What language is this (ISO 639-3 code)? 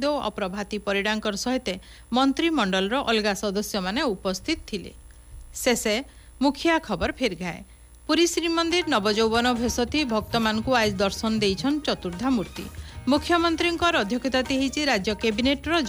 ori